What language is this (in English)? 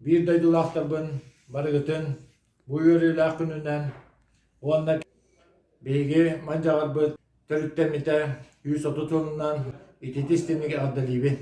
Yakut